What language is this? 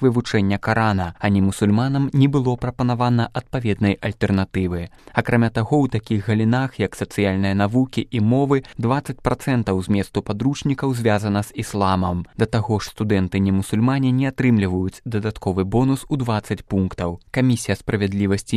Belarusian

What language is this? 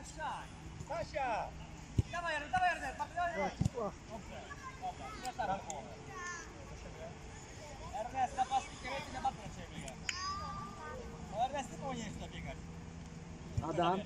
Polish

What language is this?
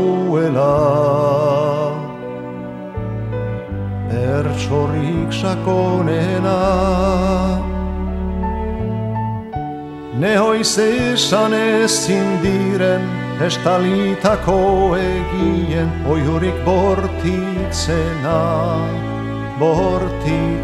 Basque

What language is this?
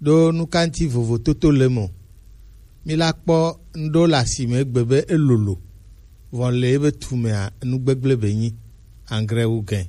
Gen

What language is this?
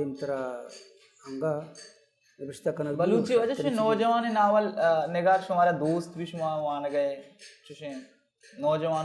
Baluchi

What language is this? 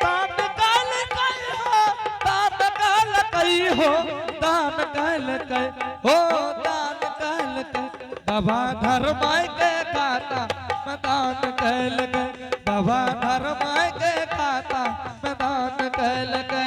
Angika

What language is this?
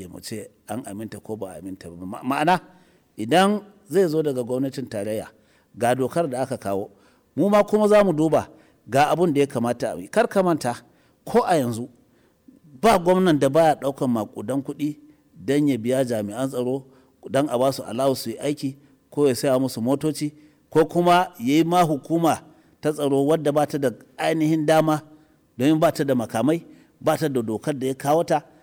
Hausa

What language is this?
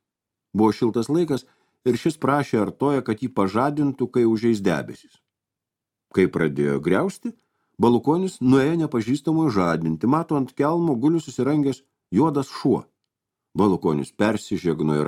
Lithuanian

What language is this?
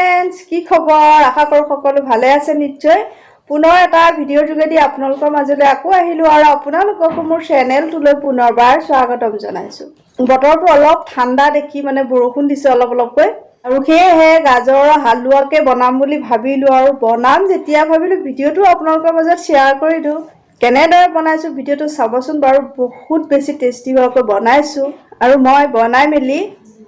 Assamese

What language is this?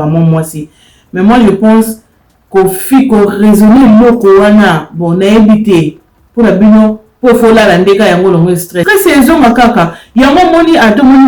Lingala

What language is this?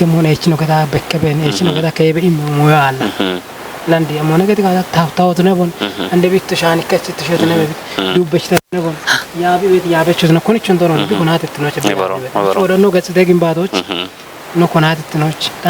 Kafa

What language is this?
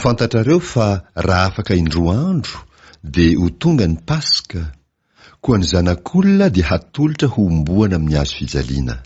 Malagasy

